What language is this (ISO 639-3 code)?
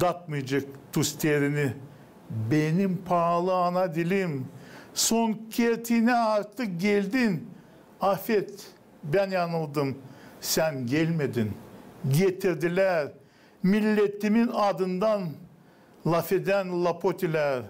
gag